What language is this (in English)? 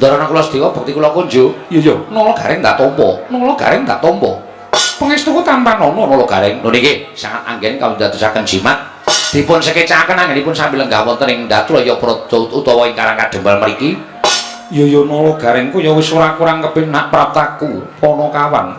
Javanese